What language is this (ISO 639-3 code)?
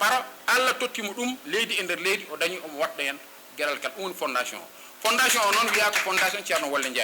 ful